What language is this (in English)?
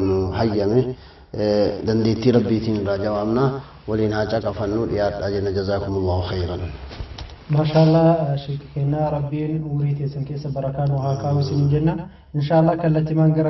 Oromo